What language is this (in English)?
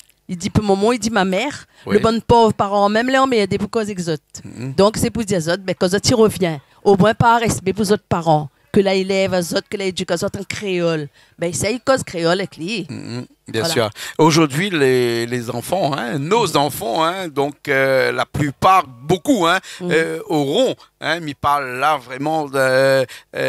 Réunion Creole French